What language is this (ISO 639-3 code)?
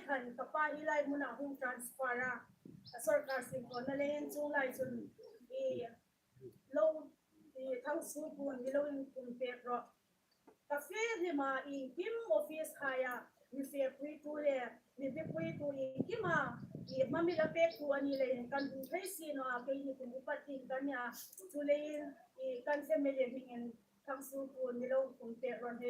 hmr